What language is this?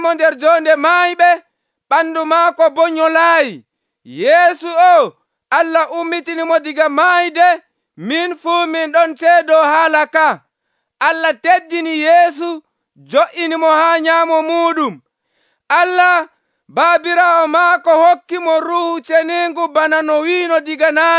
Nigerian Fulfulde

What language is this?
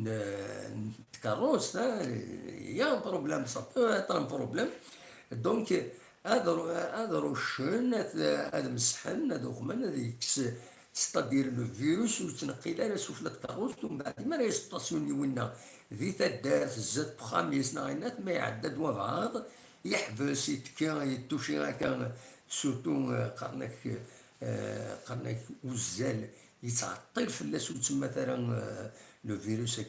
Kabyle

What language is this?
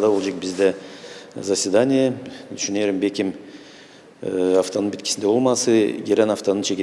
Gagauz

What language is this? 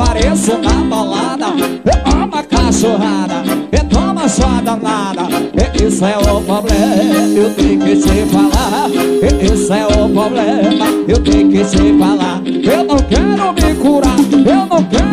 Portuguese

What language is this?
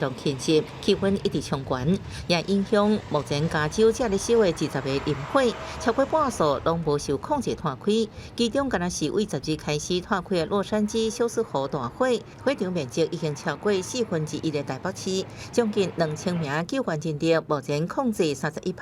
Min Nan Chinese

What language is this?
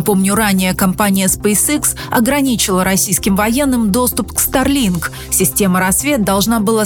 Russian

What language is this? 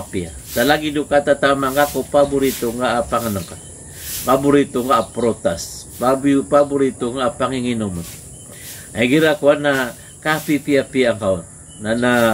Maranao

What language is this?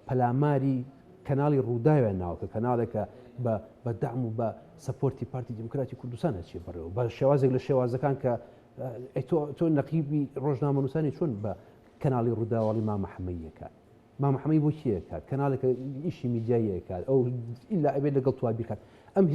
Central Kurdish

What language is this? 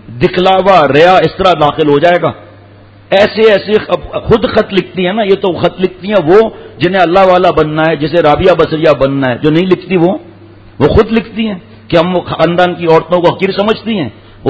Urdu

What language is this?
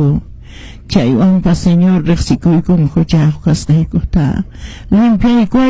Quechua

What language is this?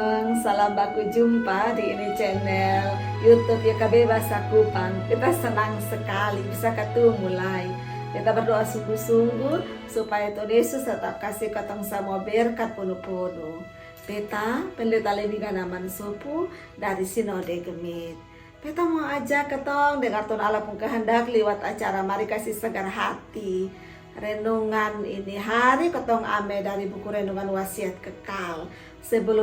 Kupang Malay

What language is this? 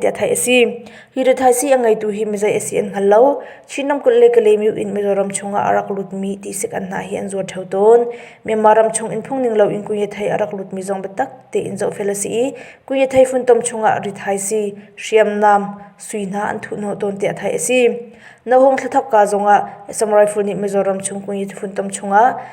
Hakha Chin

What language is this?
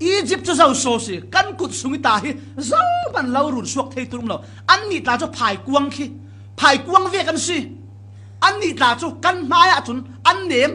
Falam Chin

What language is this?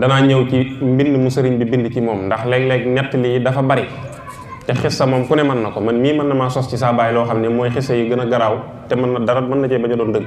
Wolof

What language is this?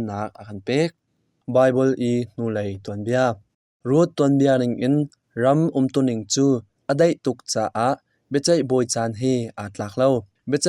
Hakha Chin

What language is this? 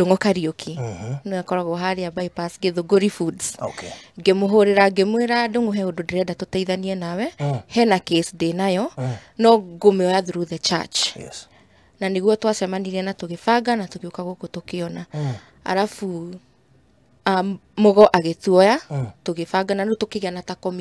Kikuyu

